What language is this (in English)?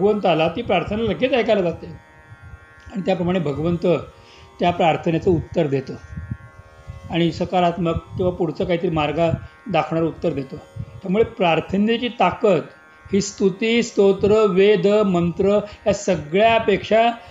Marathi